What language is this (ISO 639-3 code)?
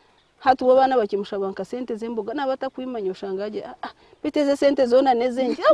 nyn